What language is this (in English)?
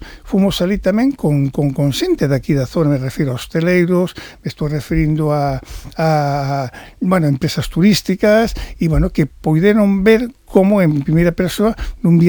Galician